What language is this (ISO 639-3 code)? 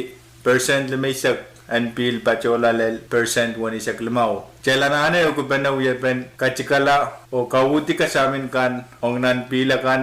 pon